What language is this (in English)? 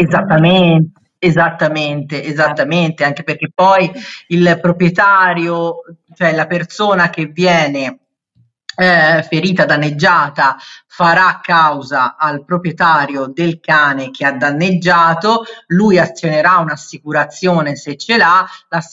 Italian